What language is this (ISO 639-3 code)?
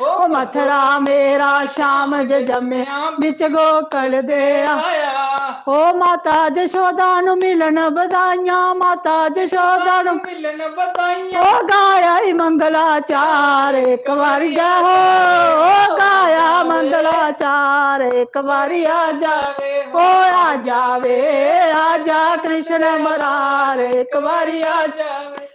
doi